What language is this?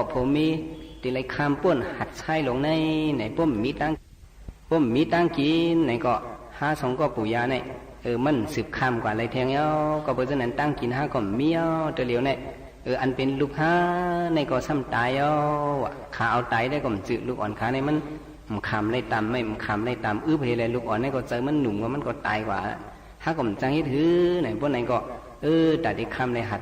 Shan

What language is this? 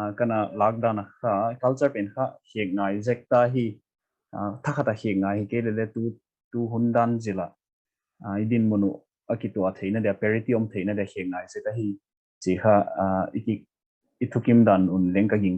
Paite Chin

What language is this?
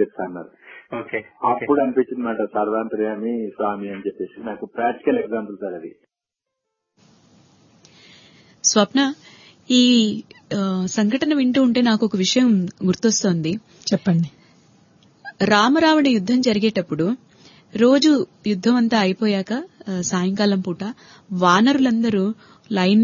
Telugu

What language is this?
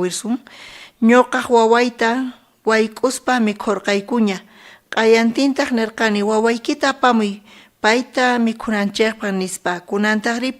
South Bolivian Quechua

